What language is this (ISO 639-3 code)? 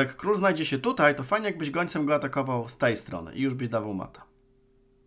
pol